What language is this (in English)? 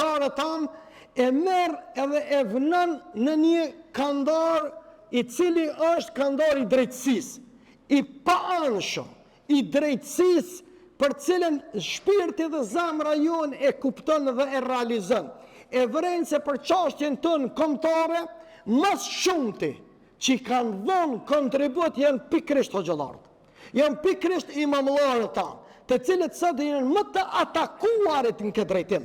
Albanian